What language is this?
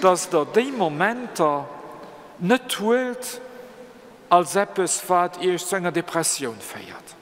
Luxembourgish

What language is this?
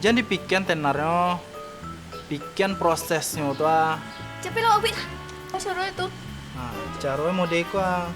Minangkabau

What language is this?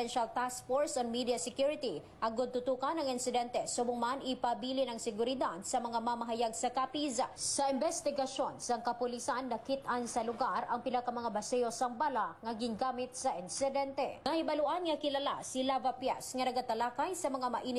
Hiligaynon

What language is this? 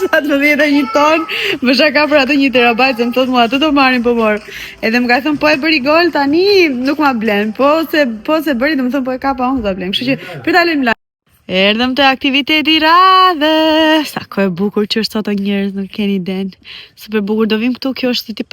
Albanian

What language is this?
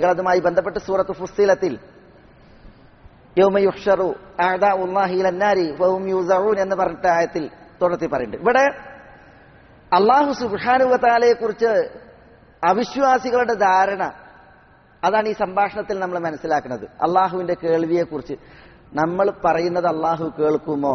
Malayalam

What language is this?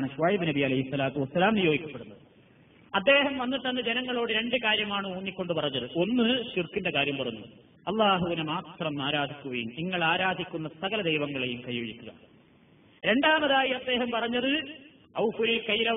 Malayalam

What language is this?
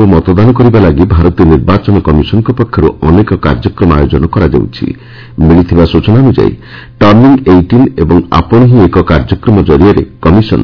Odia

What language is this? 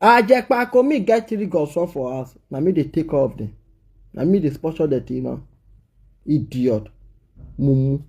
Nigerian Pidgin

